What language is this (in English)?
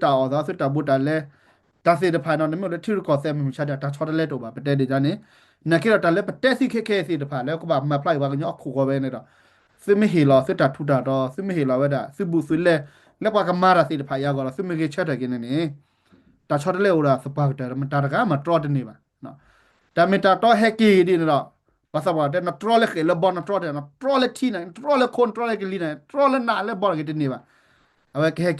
S'gaw Karen